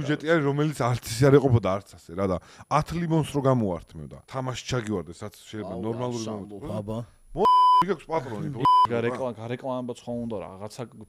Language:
Georgian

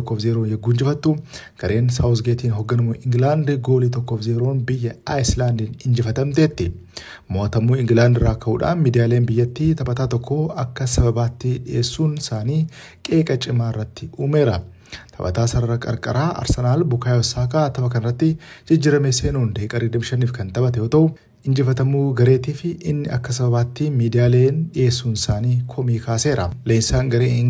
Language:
Oromo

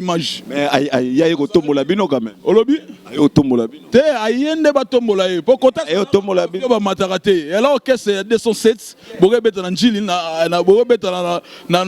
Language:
Lingala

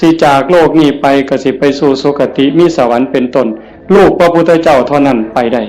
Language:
Northeastern Thai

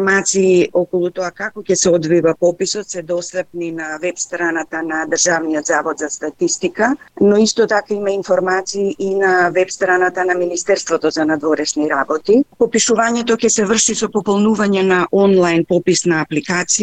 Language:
Macedonian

